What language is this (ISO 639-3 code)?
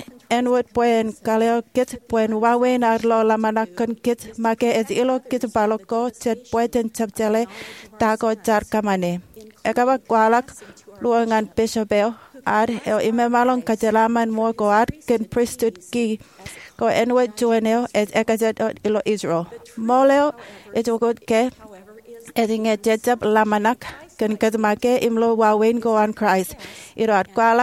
mah